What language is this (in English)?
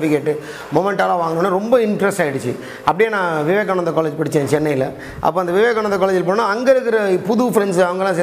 Tamil